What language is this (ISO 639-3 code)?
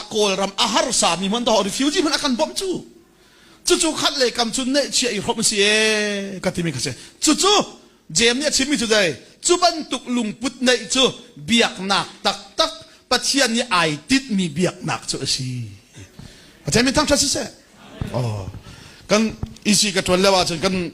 cnh